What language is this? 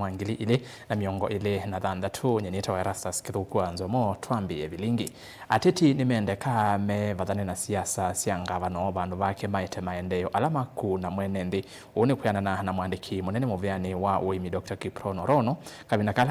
Kamba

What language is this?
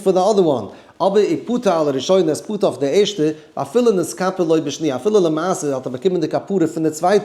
Yiddish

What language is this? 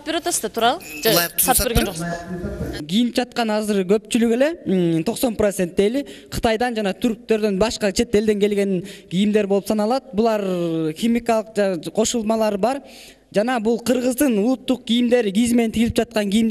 Kyrgyz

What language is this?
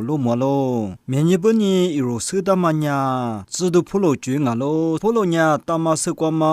Lisu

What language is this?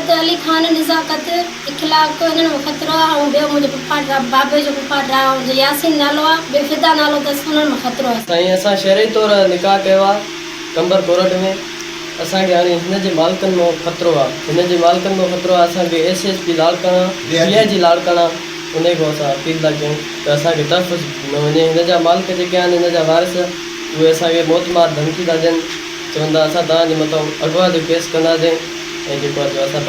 Sindhi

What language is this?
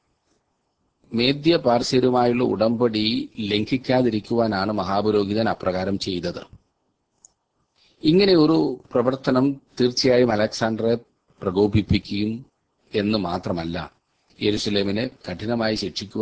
Malayalam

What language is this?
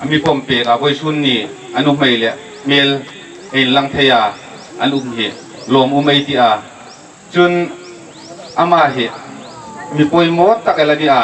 Hmar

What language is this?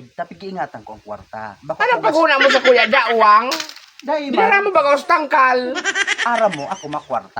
Bikol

